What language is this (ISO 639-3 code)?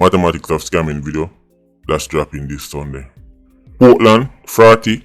jam